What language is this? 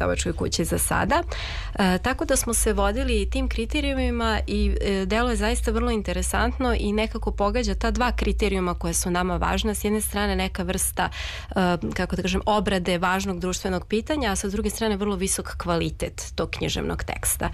Serbian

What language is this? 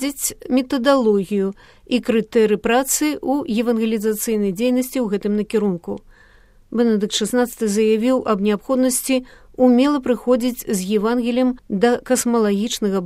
Belarusian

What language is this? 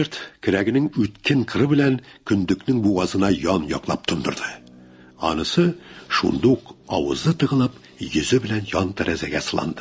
Tatar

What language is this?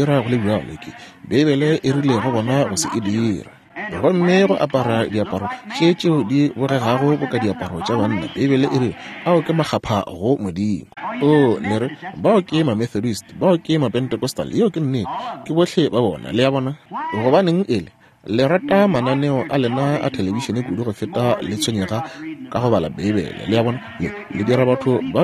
Northern Sotho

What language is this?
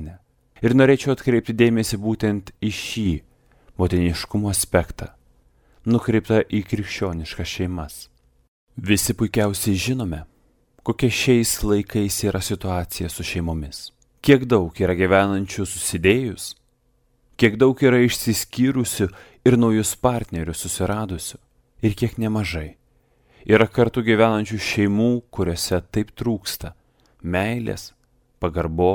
Lithuanian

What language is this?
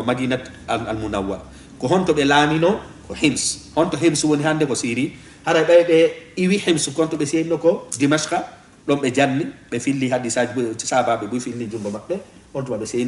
Fula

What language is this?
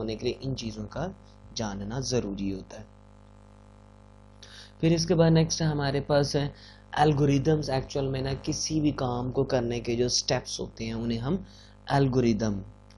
Urdu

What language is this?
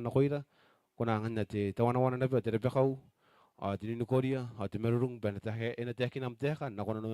Gilbertese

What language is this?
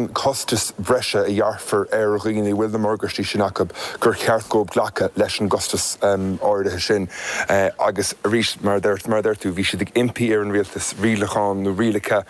Irish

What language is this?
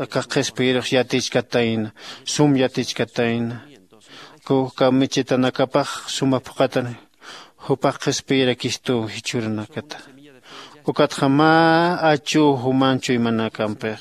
Aymara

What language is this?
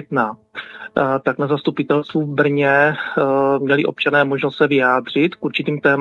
Czech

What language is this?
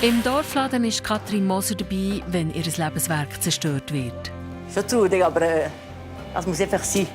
Swiss German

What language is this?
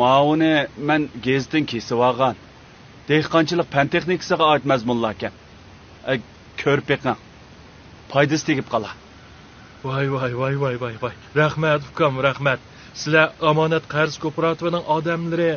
Uyghur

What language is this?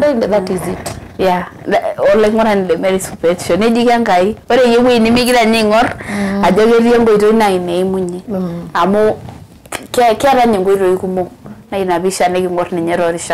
Masai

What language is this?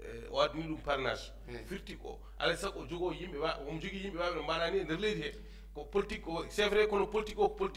Fula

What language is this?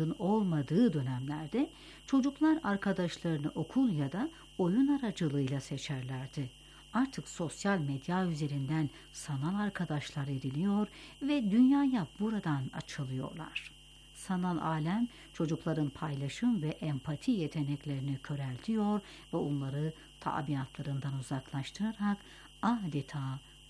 Turkish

